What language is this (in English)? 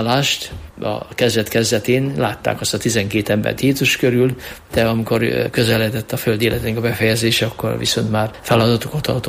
Hungarian